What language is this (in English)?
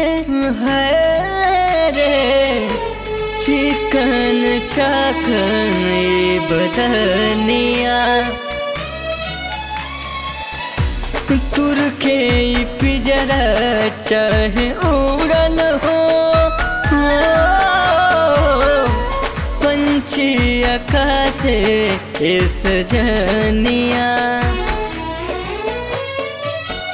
Bhojpuri